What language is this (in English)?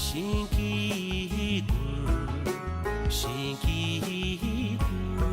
Tibetan